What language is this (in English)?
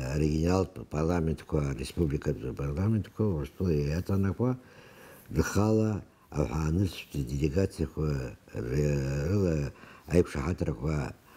Abkhazian